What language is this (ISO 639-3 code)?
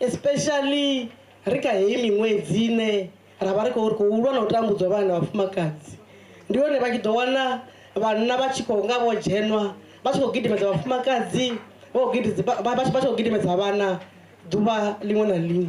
ven